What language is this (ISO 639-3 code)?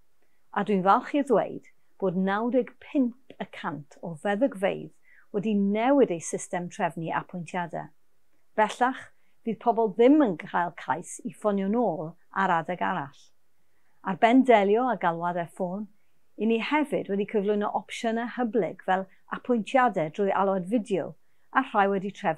cym